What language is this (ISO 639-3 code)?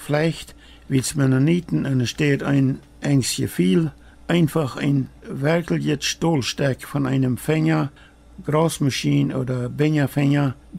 pdt